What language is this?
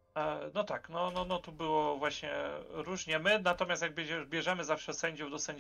Polish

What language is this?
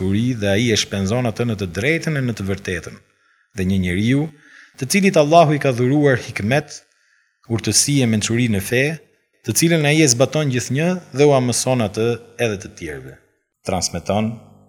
Albanian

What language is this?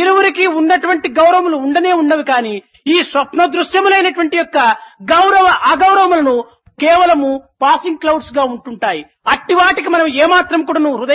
Telugu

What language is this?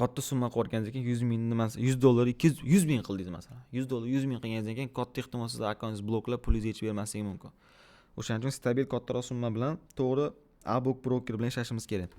Uzbek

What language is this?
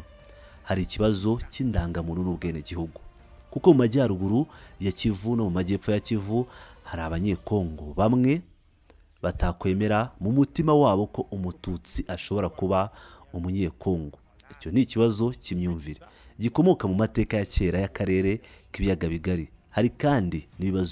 Kinyarwanda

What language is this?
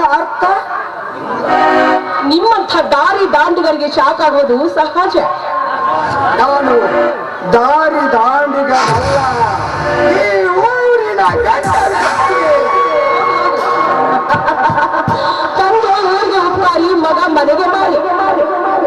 Kannada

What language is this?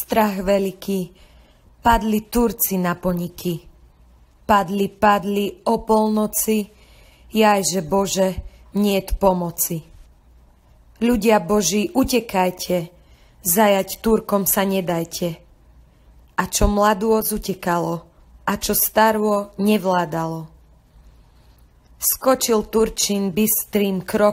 Slovak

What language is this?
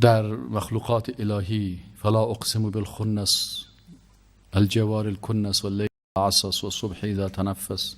Persian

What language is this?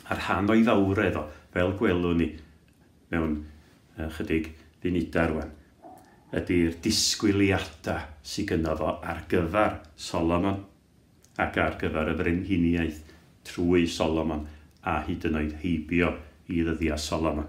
Welsh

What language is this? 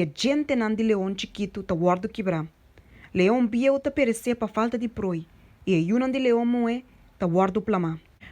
Papiamento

